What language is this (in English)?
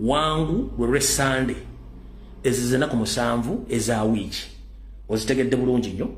Ganda